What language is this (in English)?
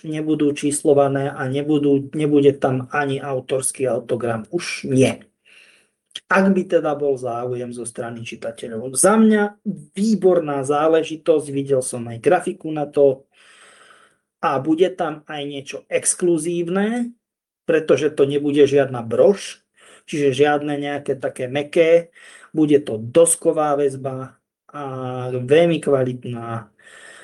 Slovak